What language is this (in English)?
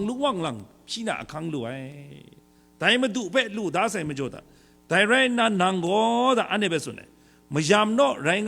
Kachin